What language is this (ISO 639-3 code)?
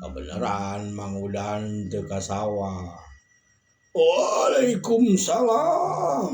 sun